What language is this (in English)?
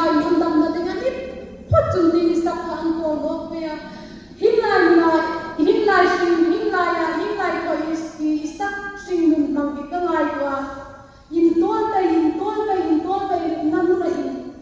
Hmar